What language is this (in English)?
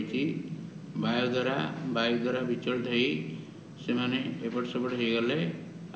Odia